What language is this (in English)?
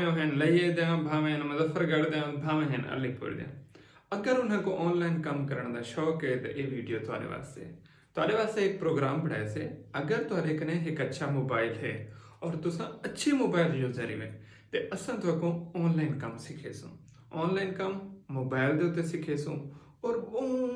Saraiki